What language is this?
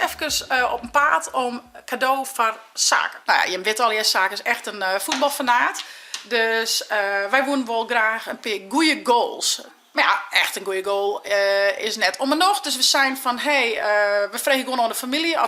Western Frisian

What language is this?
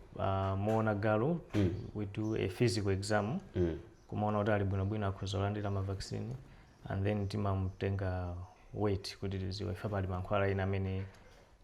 Nyanja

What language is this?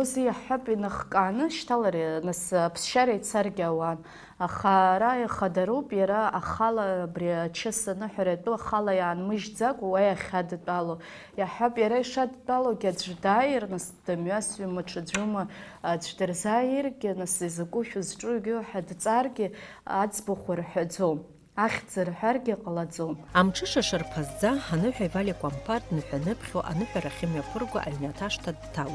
Abkhazian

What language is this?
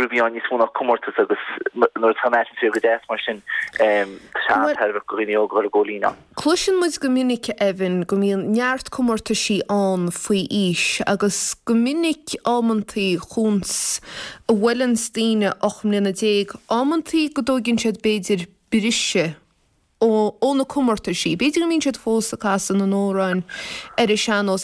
Irish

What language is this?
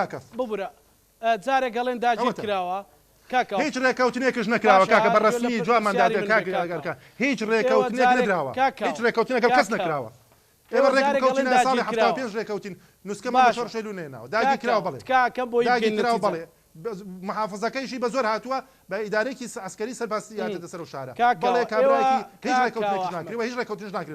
Central Kurdish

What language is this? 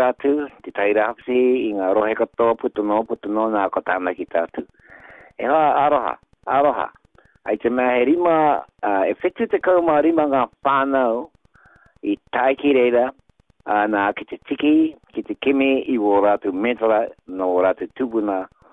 Māori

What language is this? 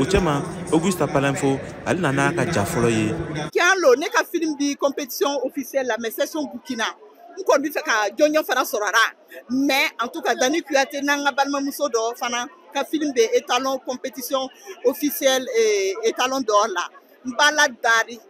Bambara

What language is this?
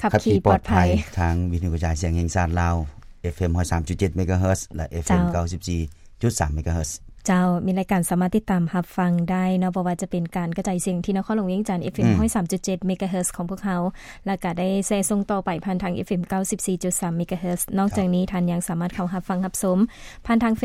Lao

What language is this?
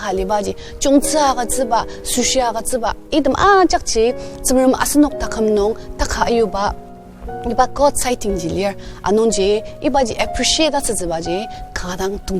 Ao Naga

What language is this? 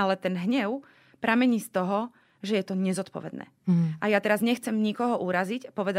Slovak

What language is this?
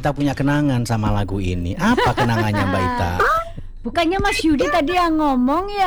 Indonesian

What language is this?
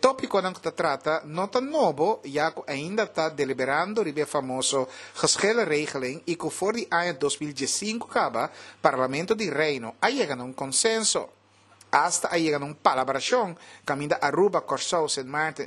Papiamento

